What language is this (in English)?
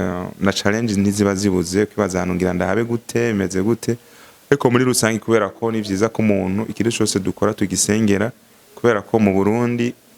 Rundi